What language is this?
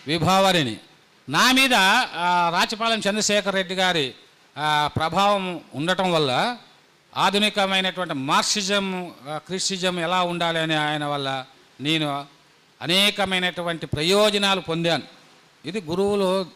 Telugu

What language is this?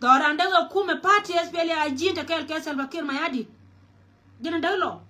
Nuer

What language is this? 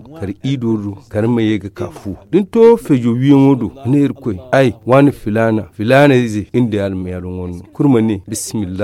Zarma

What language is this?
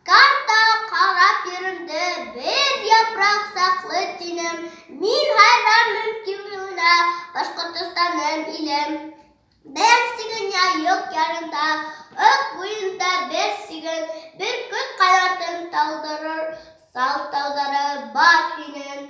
Bashkir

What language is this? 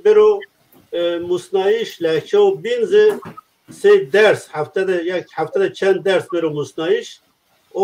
Zaza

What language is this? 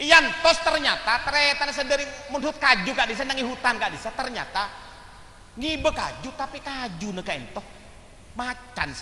Madurese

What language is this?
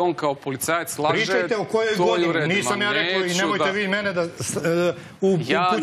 Serbian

